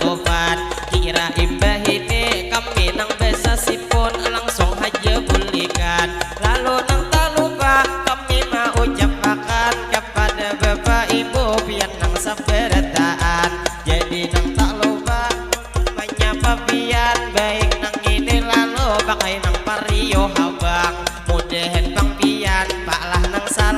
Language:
Banjar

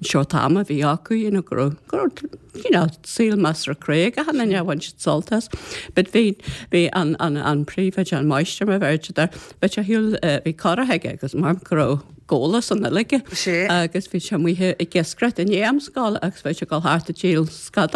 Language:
Irish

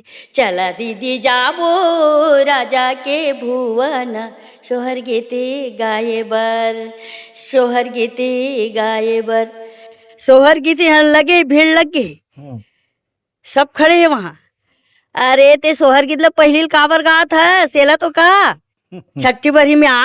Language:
Chhattisgarhi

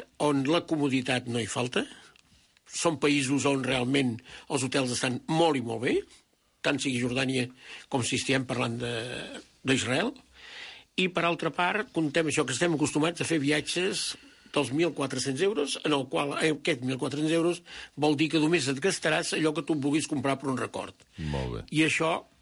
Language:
Catalan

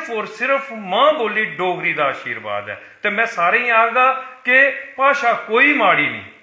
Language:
Dogri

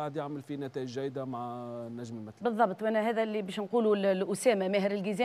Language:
Tunisian Arabic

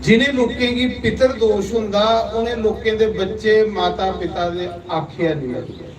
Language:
Dogri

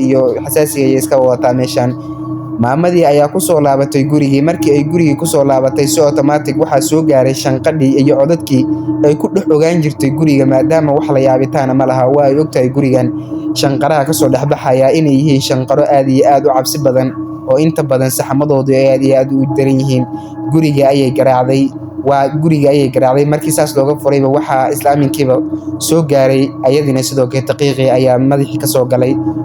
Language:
Somali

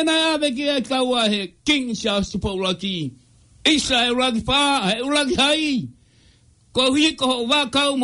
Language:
Tongan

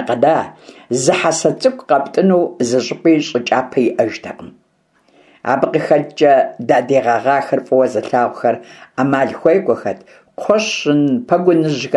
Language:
Kabardian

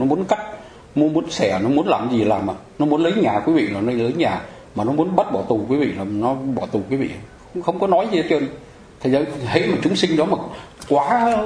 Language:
Vietnamese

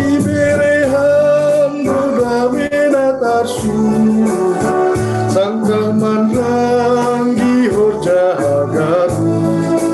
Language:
Batak Simalungun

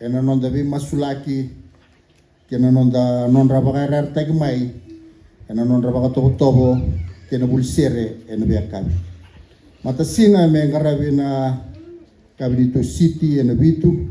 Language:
Fijian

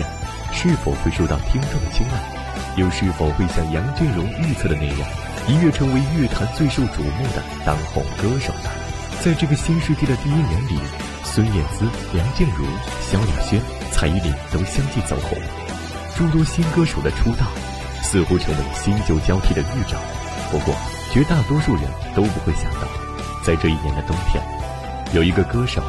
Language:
Chinese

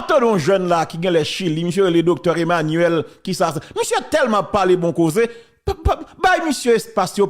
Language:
Haitian Creole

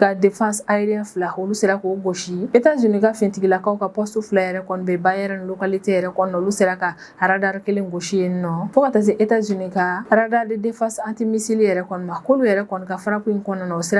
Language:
Bambara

